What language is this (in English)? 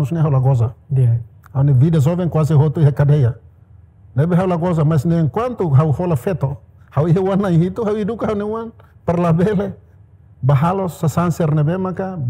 Tetum